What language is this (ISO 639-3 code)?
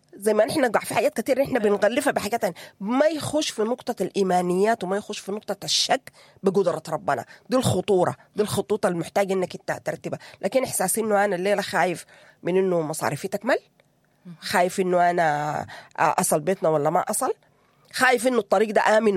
apd